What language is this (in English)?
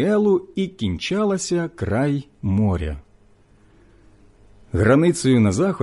Ukrainian